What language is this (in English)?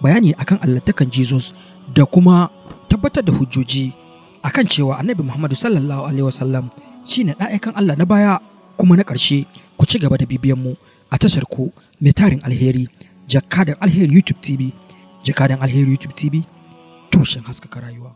Hausa